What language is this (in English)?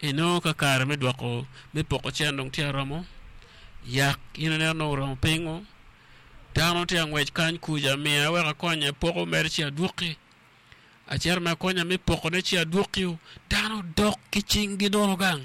Acoli